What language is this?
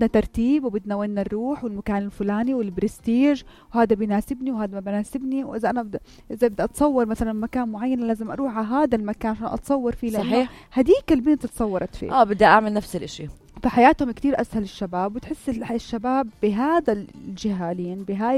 North Levantine Arabic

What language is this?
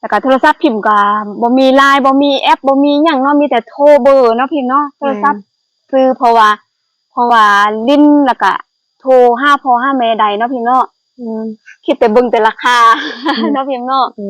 Lao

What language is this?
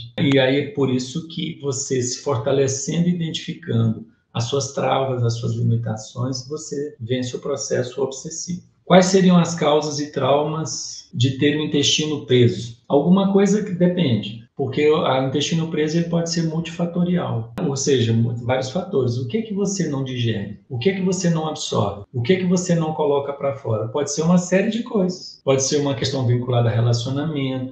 Portuguese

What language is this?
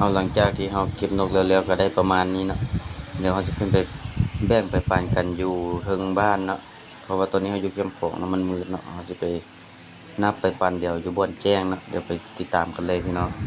Lao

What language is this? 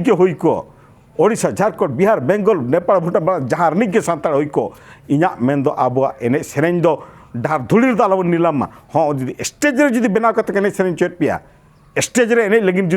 Santali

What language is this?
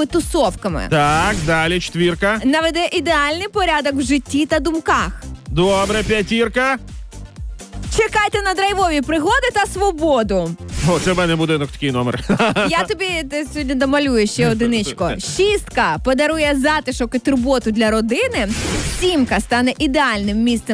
Ukrainian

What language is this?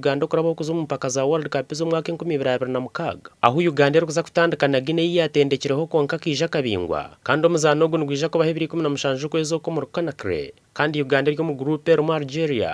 Nyankole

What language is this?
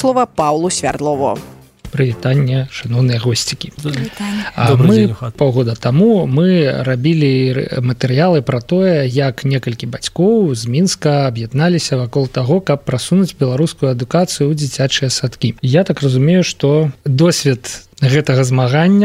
Belarusian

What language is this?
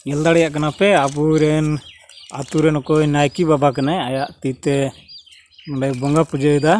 Santali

